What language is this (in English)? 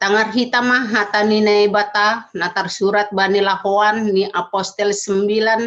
Batak Simalungun